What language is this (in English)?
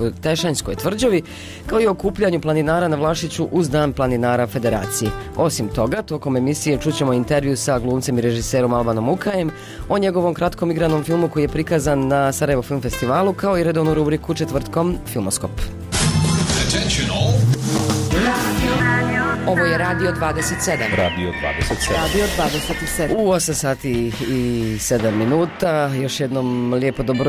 Bosnian